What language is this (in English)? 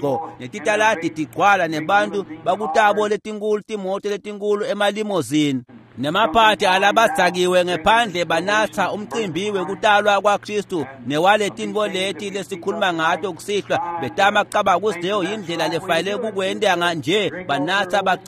Swati